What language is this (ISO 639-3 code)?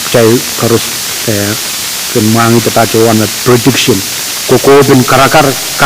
pon